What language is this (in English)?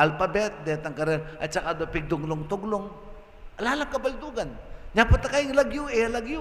Pampanga